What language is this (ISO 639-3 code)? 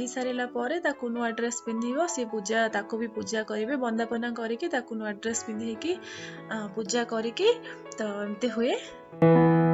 ori